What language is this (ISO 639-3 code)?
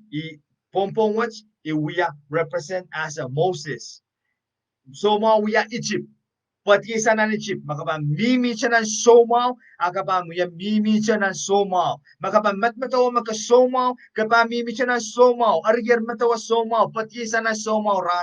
pon